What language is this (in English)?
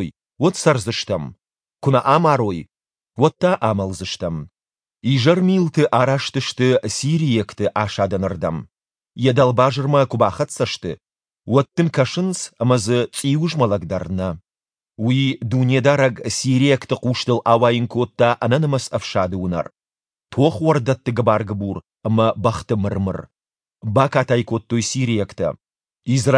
Ossetic